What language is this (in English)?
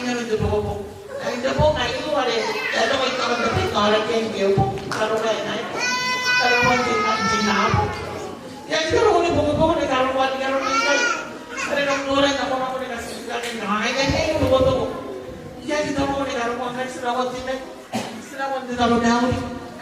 Gilbertese